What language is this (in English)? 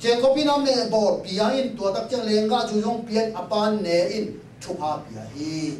Tedim Chin